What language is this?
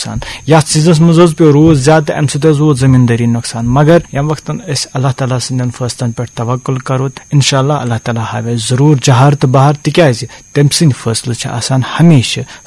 Kashmiri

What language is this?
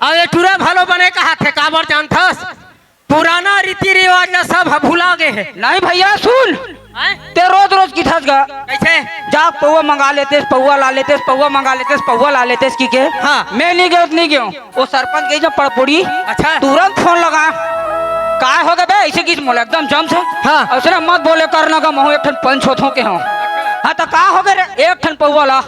Chhattisgarhi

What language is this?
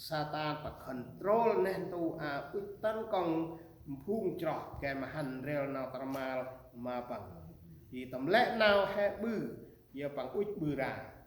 Central Mnong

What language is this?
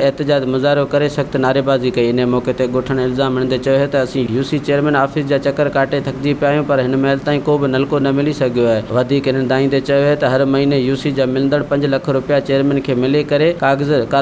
Sindhi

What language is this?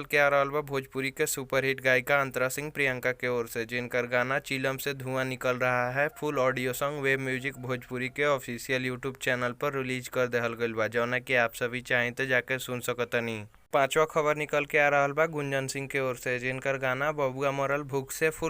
Bhojpuri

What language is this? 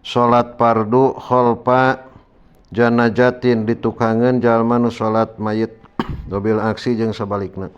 Sundanese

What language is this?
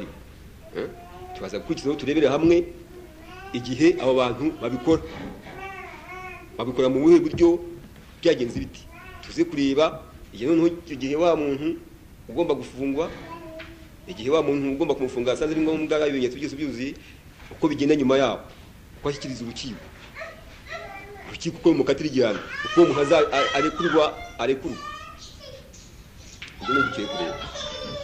Kinyarwanda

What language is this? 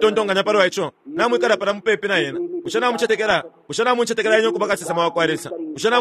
Bemba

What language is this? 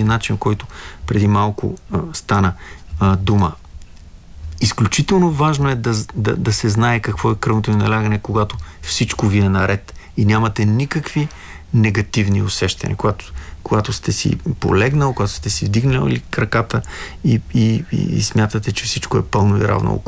Bulgarian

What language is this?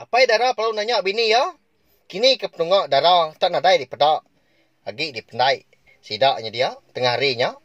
Iban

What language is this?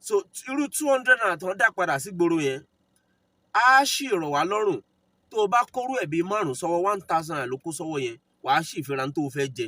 Yoruba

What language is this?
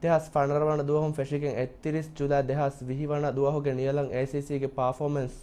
Divehi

